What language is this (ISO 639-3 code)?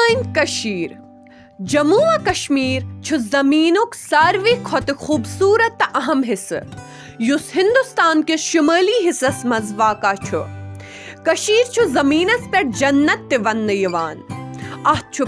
kas